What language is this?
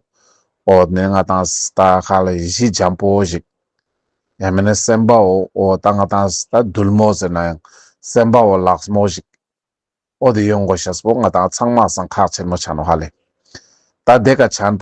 Ladakhi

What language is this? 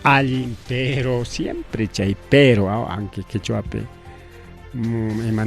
Ayacucho Quechua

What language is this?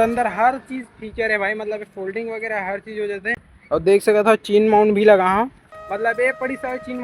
Chhattisgarhi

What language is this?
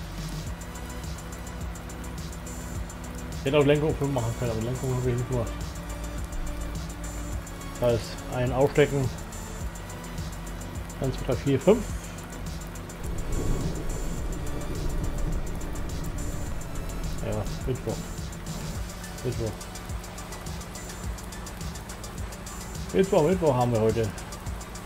German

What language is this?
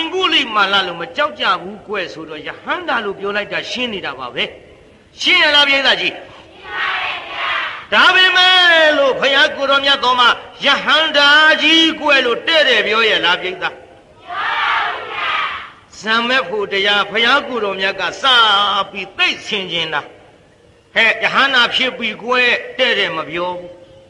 Burmese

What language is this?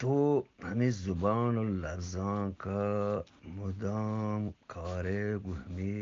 Eastern Balochi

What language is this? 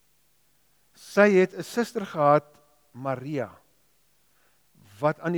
Afrikaans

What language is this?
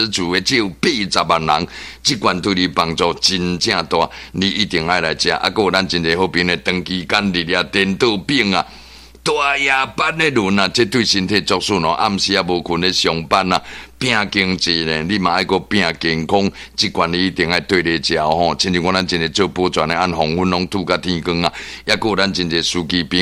Min Nan Chinese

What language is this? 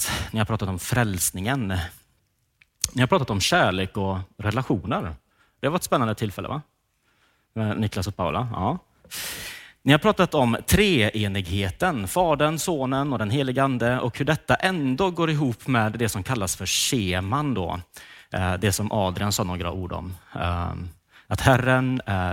Swedish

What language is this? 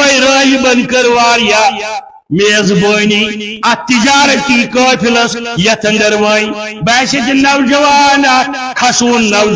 Kashmiri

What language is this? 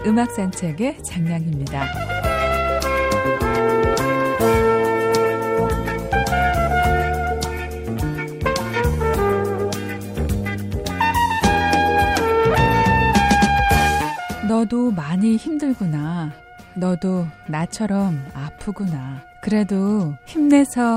Korean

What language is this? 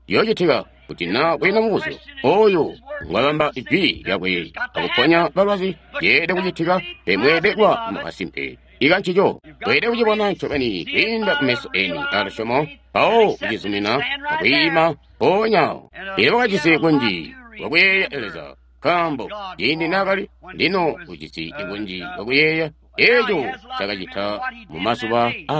Tonga (Zambia)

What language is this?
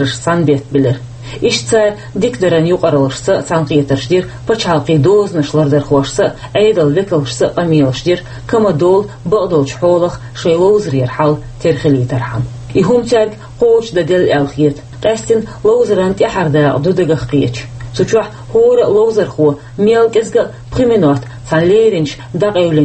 Chechen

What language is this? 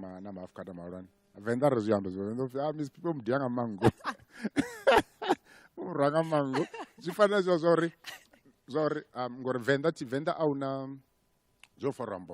Venda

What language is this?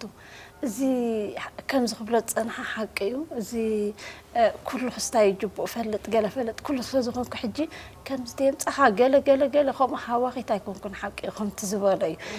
Tigrinya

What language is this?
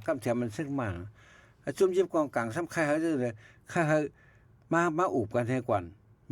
Shan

